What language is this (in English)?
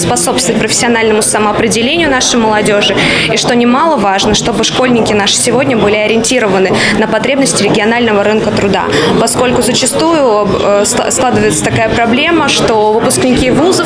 Russian